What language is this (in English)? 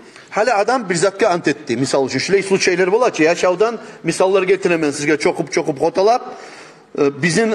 Kumyk